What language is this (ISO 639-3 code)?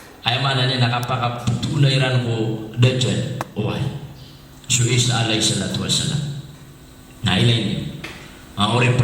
mrw